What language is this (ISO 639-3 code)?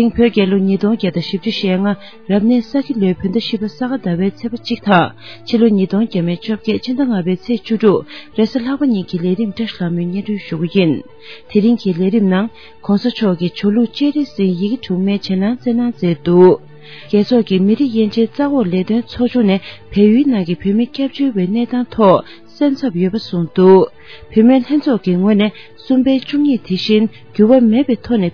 bod